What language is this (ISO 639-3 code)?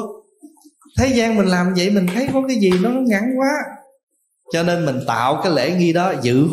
vie